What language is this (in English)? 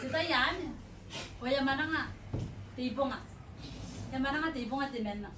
Gilbertese